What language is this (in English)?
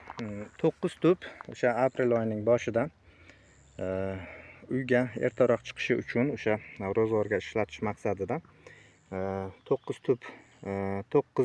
Uzbek